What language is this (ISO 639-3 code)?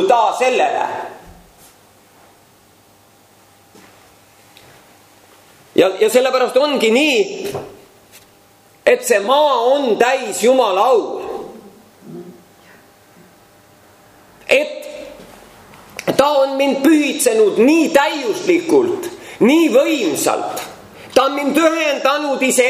est